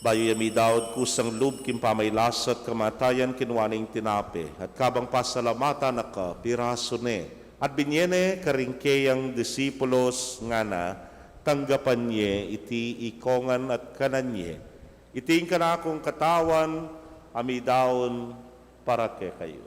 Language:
Pampanga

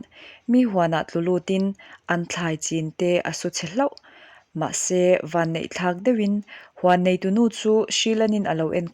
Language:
Mizo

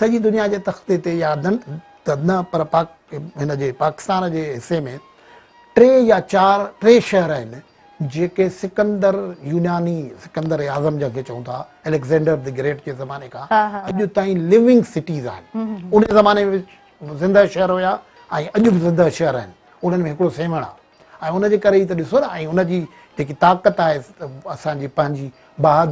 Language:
Sindhi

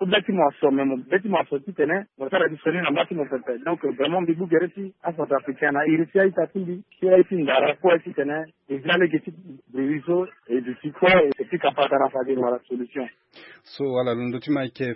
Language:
Sango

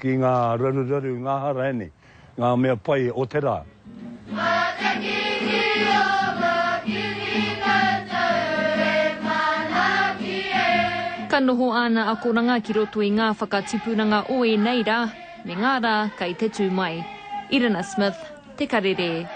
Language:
Māori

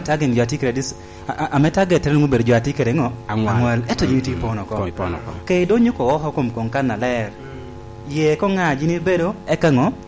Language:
Lango (Uganda)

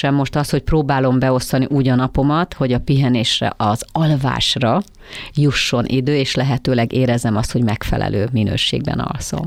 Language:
Hungarian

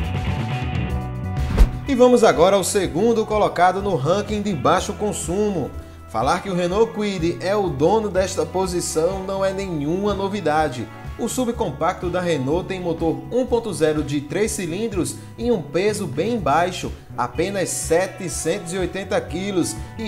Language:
Portuguese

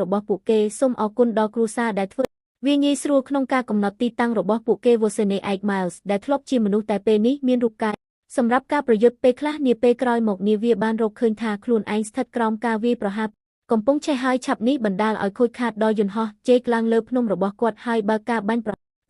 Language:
Khmer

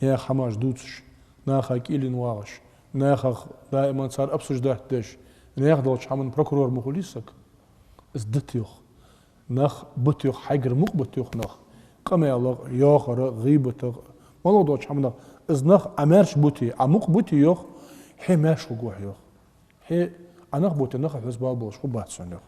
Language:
Ingush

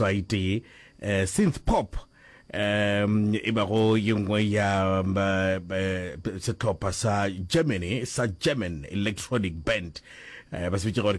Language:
Northern Sotho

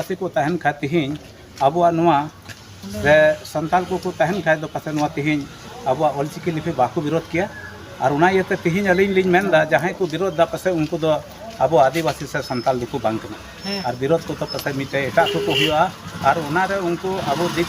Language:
Santali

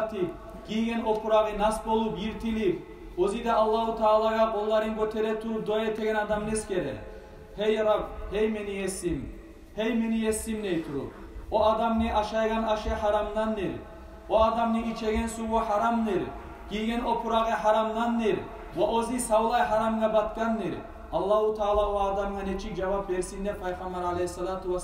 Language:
Kumyk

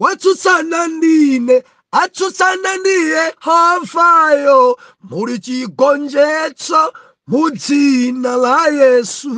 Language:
Nyanja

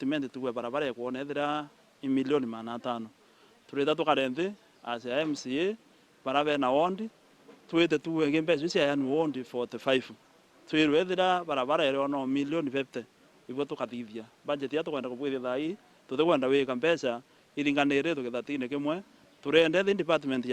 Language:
Meru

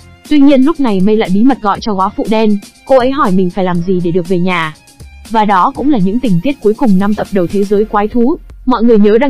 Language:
Vietnamese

